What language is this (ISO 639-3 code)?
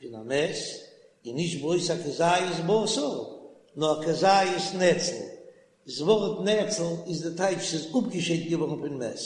yid